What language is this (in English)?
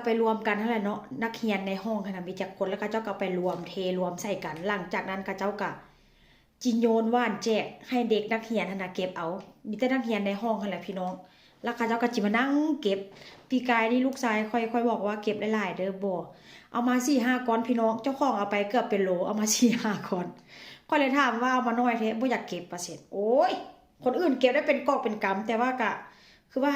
Lao